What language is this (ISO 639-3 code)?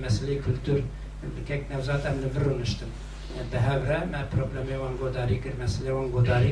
kur